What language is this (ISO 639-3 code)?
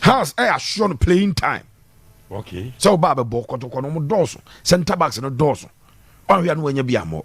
aka